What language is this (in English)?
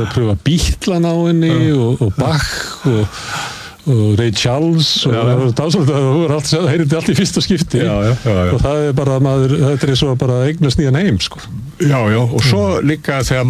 Icelandic